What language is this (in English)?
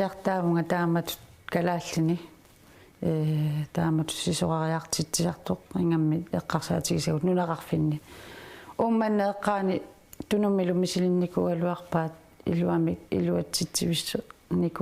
Kalaallisut